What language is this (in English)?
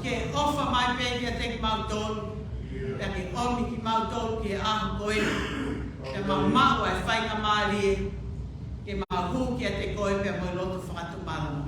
Tongan